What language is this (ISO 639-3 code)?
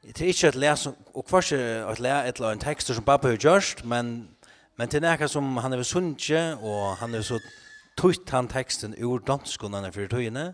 fao